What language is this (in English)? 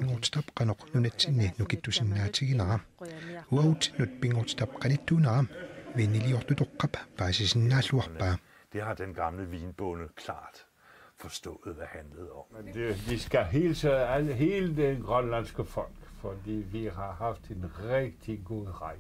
Kalaallisut